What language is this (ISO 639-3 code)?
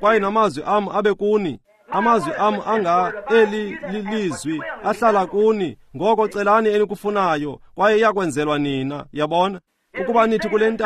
xho